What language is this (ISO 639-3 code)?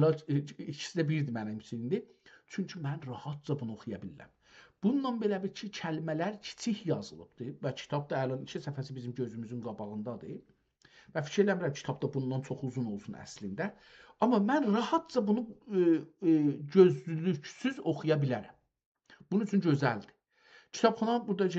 azb